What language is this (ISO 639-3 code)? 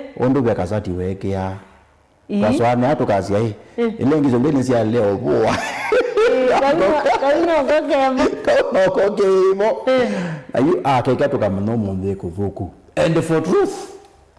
kam